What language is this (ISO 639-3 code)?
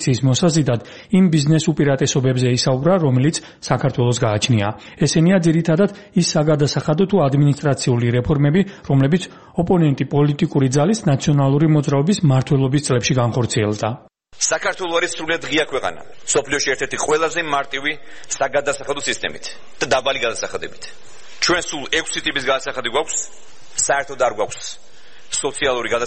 kat